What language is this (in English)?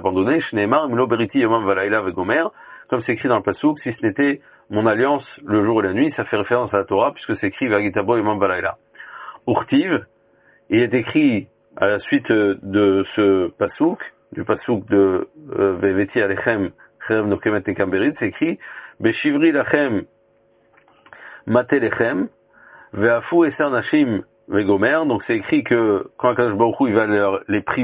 French